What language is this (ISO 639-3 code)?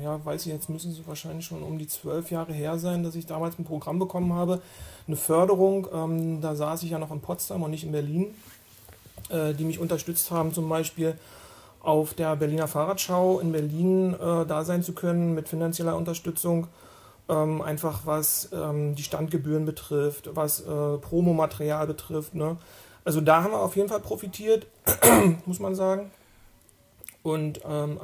deu